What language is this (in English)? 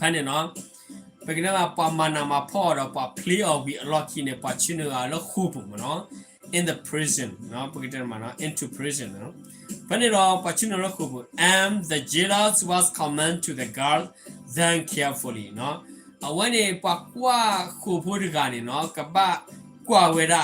S'gaw Karen